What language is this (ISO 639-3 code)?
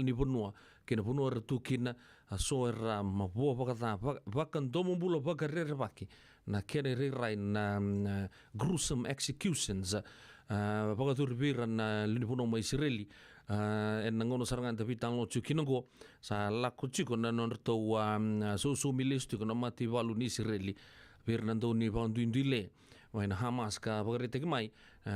fij